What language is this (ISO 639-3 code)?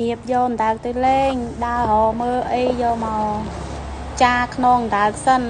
khm